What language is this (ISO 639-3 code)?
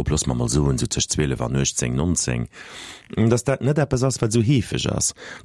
ltz